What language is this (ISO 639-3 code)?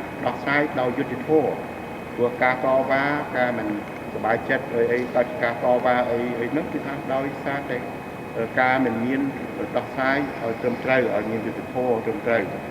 khm